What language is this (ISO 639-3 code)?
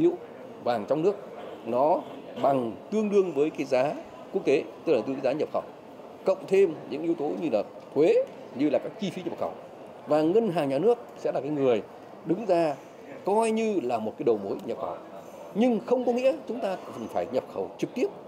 vie